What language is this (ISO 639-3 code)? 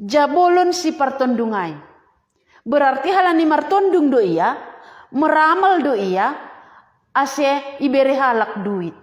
bts